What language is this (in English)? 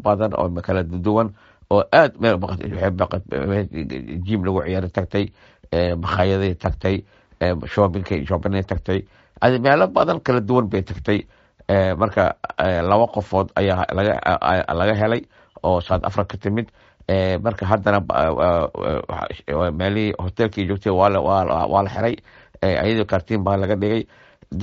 Somali